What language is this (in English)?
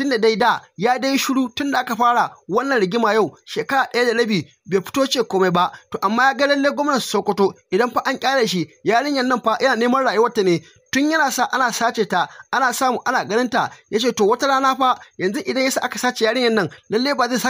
Hausa